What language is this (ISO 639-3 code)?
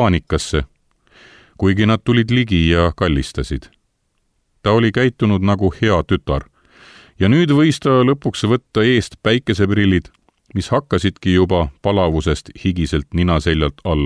est